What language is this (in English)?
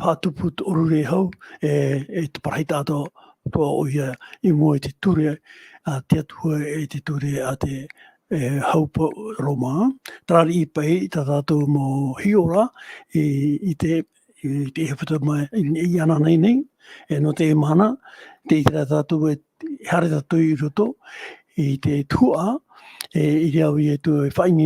Tahitian